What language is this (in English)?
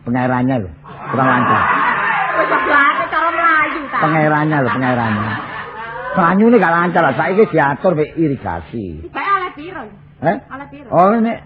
Javanese